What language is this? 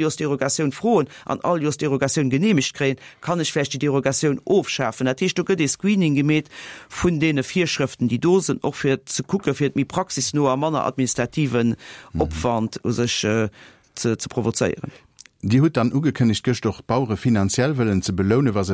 Luxembourgish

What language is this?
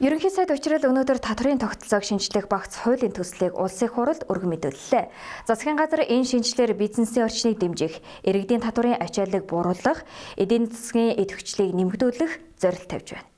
Mongolian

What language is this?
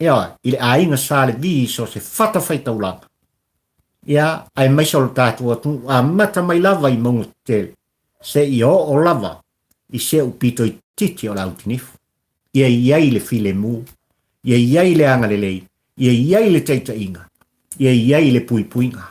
Samoan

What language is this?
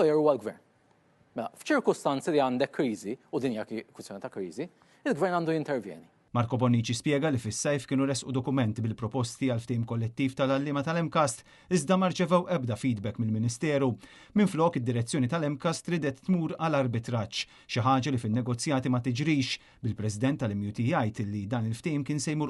Maltese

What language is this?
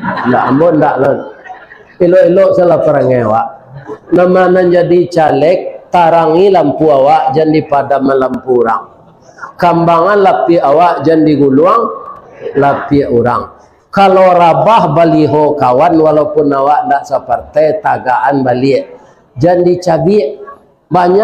Minangkabau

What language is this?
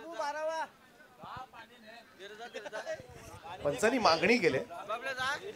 Marathi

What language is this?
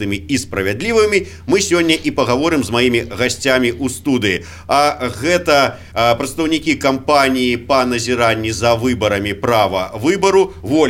Belarusian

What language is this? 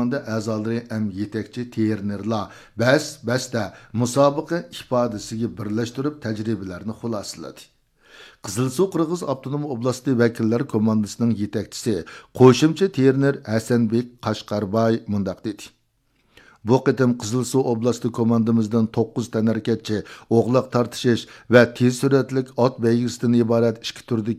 Uyghur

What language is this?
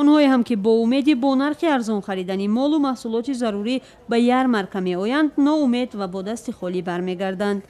Tajik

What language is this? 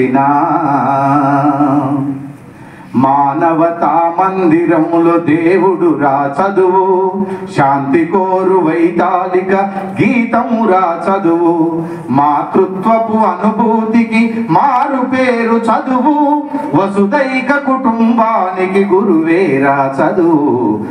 Telugu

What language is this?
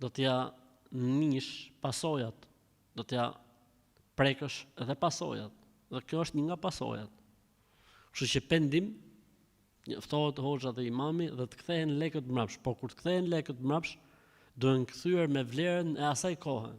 Albanian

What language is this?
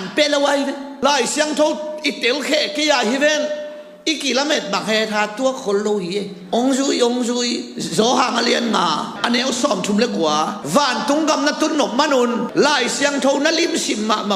Tedim Chin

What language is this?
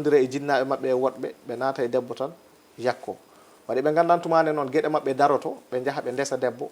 Fula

